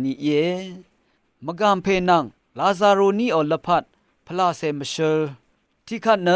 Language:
Rawang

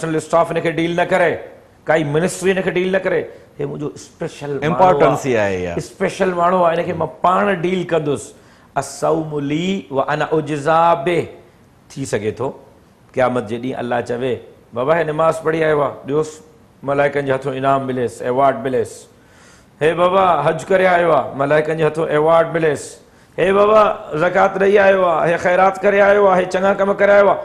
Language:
Sindhi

